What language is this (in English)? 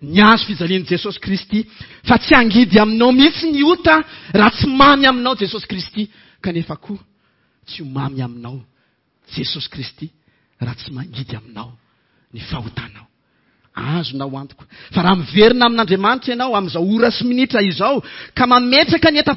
Malagasy